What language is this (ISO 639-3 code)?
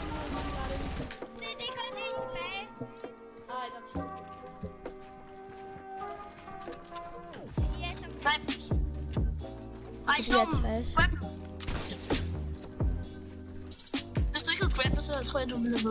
dan